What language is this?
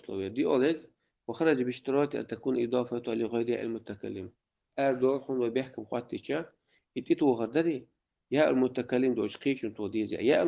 Chechen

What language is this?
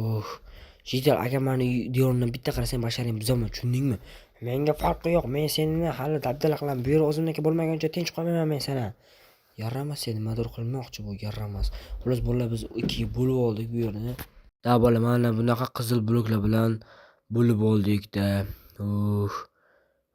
Uzbek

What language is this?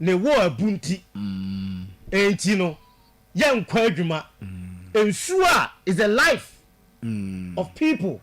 Akan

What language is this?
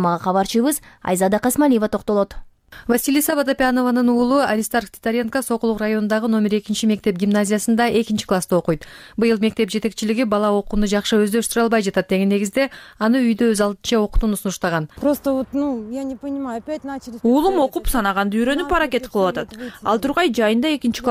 Kyrgyz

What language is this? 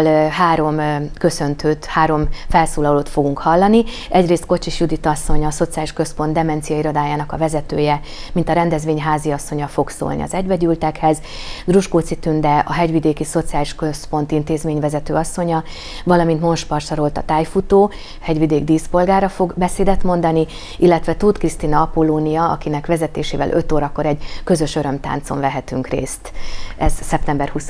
Hungarian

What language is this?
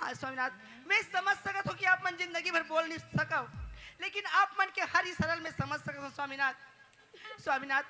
Chhattisgarhi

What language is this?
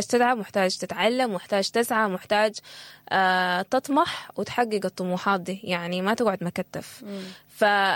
Sudanese Arabic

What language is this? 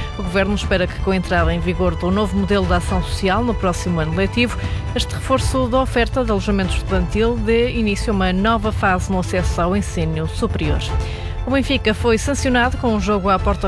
Portuguese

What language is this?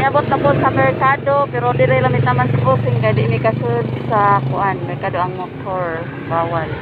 Cebuano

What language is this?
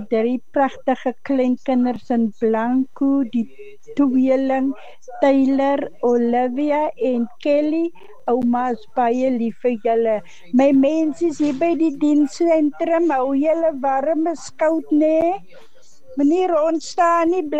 Afrikaans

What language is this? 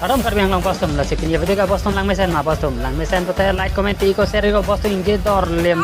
Karbi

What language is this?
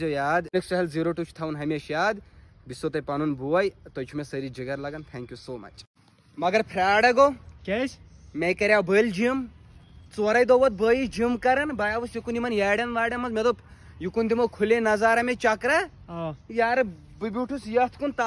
Kashmiri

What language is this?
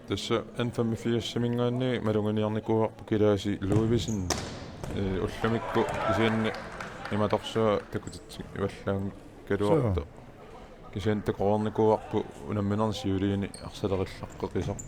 Kalaallisut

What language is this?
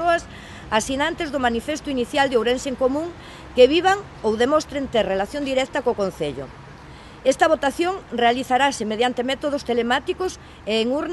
Galician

